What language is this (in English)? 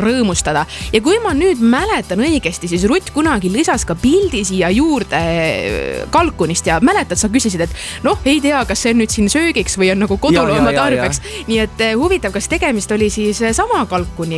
Estonian